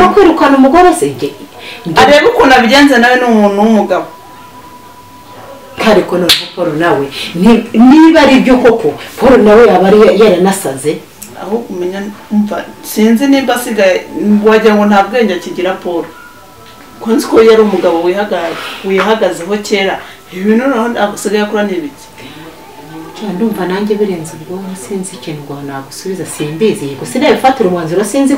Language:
Kinyarwanda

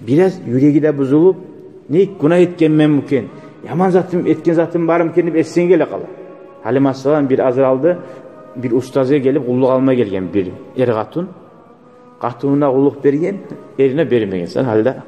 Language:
Kumyk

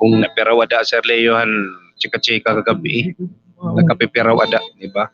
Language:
Waray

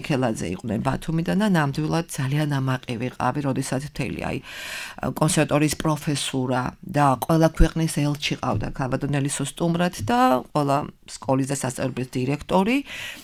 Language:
Georgian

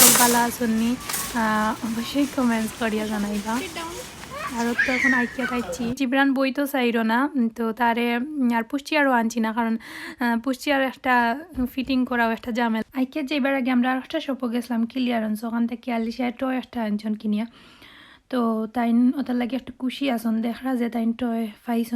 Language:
Sylheti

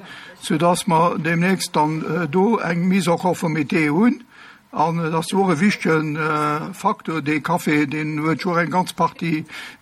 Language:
Luxembourgish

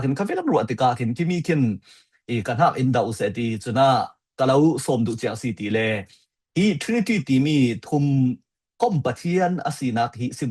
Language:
Falam Chin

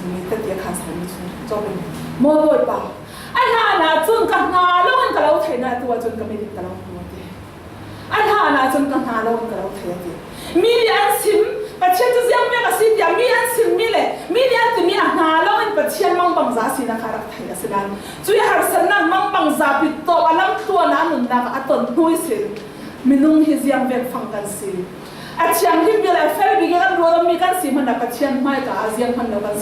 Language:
Falam Chin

